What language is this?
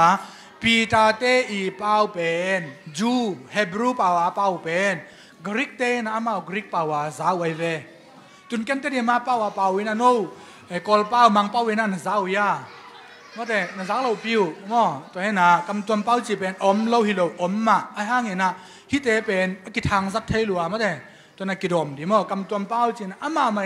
Tedim Chin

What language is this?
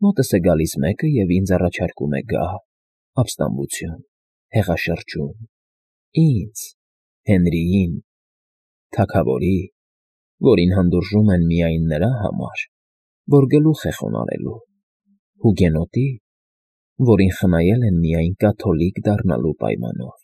Armenian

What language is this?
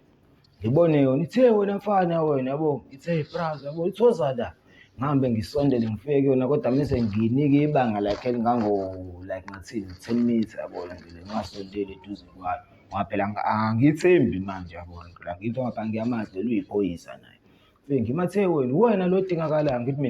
Zulu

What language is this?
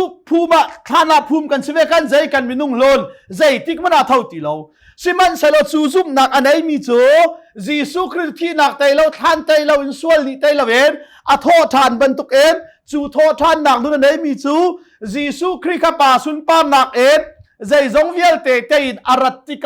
Hakha Chin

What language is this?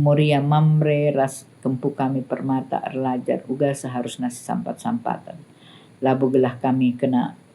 Batak Karo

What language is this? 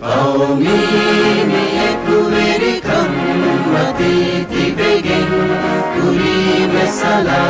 Divehi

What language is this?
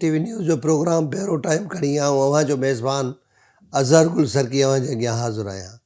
Sindhi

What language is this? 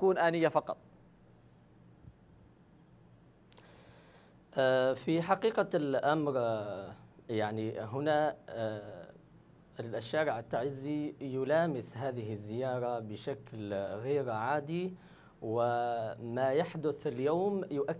Arabic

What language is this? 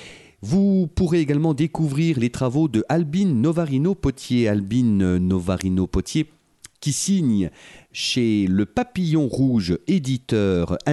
French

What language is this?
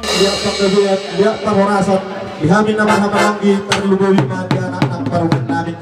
Batak Toba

